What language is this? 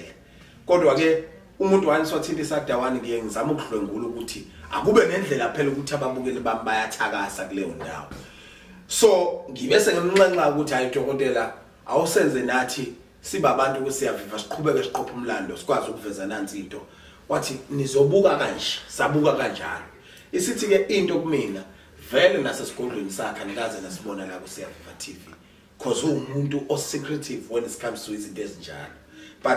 Zulu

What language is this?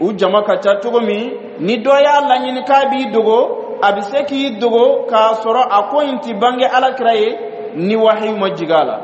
Bambara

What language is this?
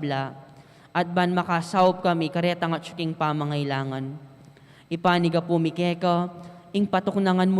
Pampanga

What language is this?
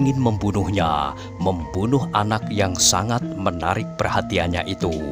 Indonesian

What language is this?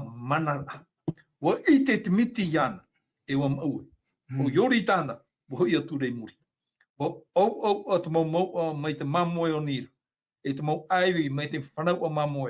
Tahitian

